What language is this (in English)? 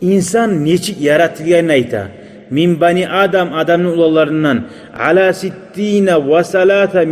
Kumyk